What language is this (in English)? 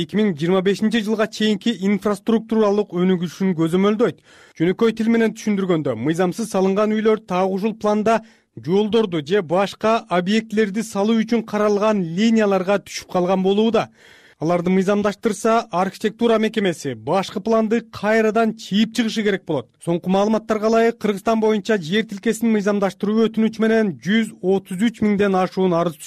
Kyrgyz